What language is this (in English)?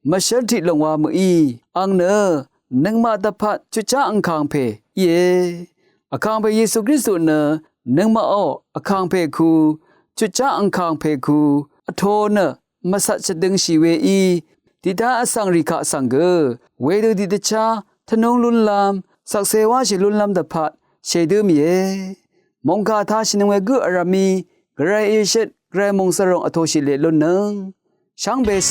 Rawang